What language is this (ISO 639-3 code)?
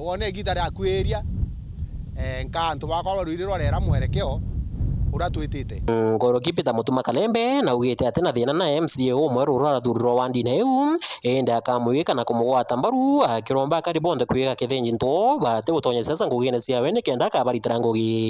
mer